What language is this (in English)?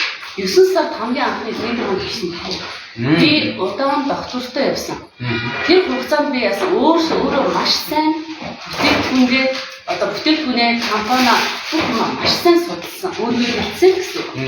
Mongolian